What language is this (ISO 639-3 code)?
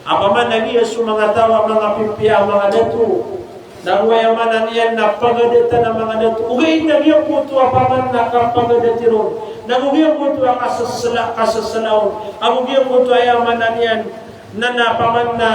mrw